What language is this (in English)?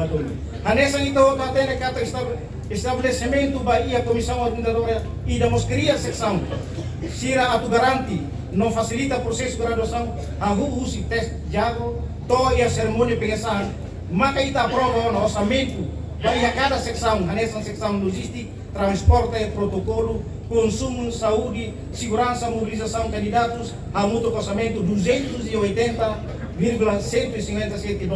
Tetum